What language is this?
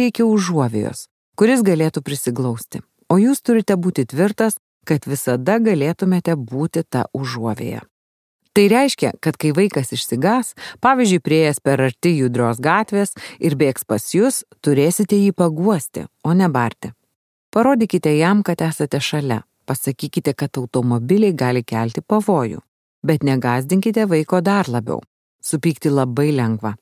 Lithuanian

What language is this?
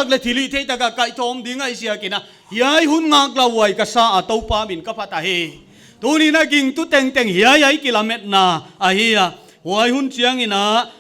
Paite Chin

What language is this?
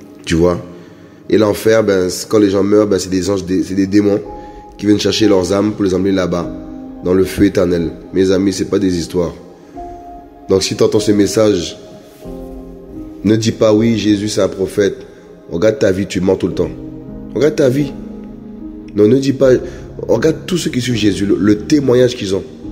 French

